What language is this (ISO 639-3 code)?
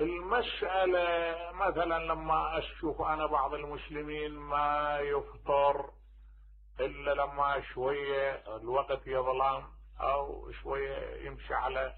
acm